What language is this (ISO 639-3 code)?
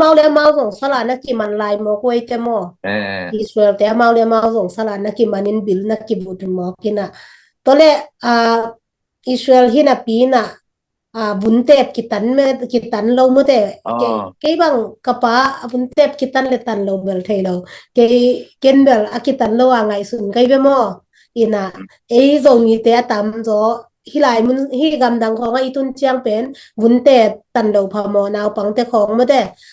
ctd